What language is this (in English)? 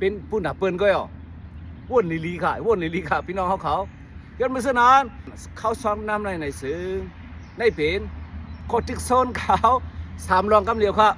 Shan